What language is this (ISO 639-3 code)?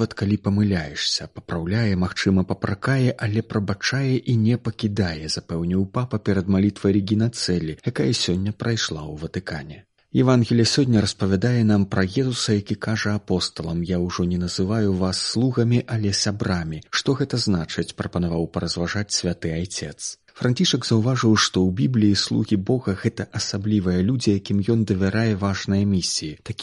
bel